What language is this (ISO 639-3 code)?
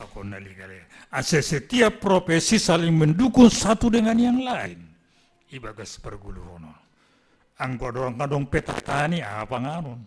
bts